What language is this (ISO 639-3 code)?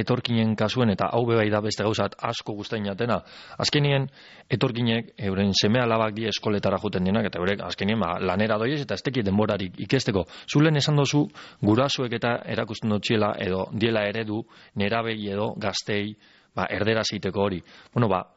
eus